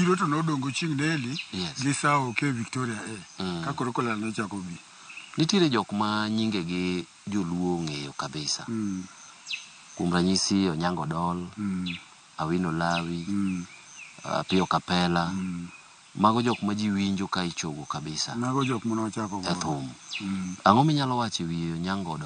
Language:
Luo (Kenya and Tanzania)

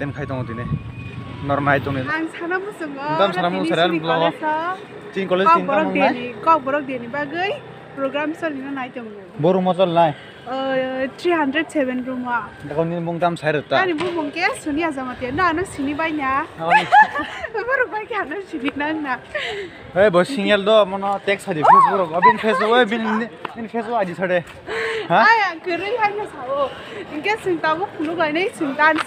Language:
Kok Borok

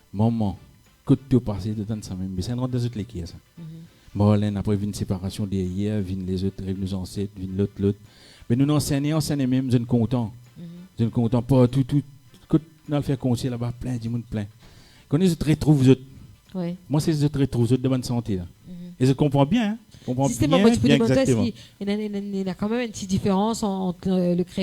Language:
Morisyen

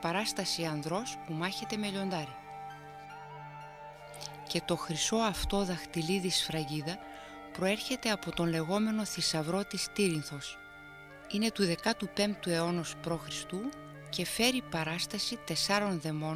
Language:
Greek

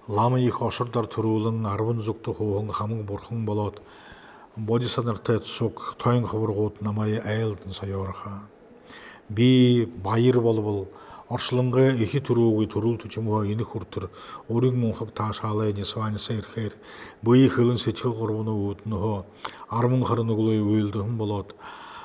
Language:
Buriat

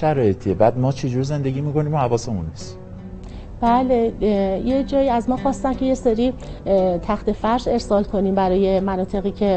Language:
Persian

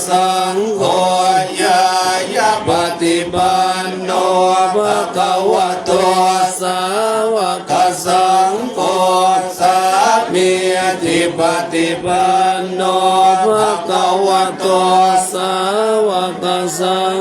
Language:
Pali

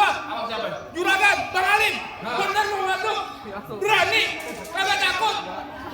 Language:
Betawi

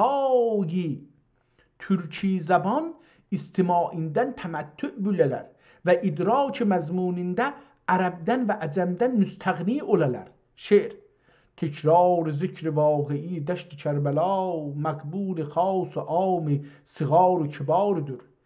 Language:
South Azerbaijani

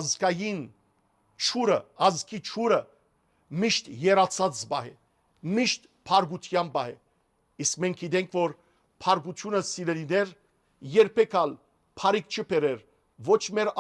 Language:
Western Armenian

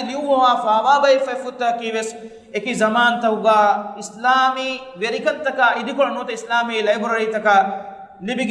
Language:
Divehi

